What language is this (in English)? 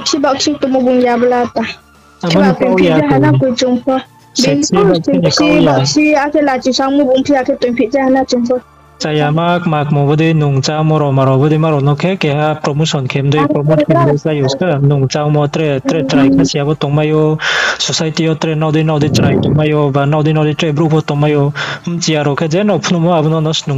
Riang (India)